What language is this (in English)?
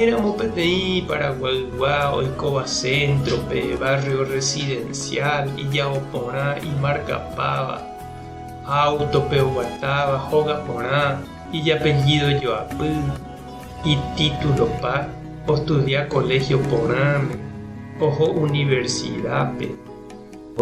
Guarani